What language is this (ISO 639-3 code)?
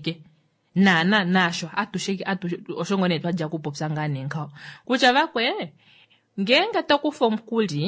kua